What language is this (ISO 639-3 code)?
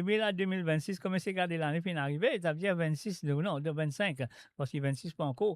mfe